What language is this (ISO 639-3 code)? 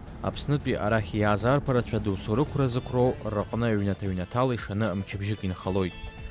abk